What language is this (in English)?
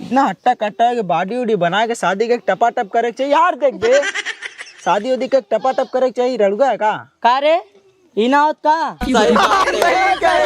Awadhi